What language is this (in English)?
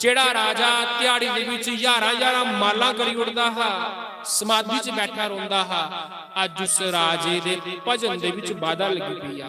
Dogri